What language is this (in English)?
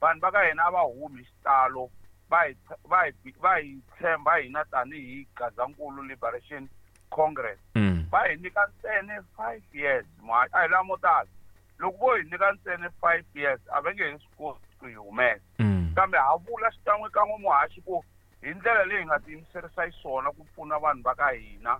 Tsonga